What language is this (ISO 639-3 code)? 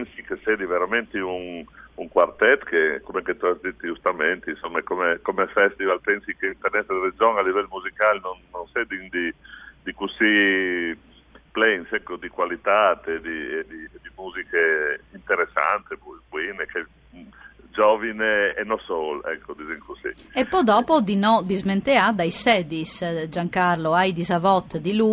fur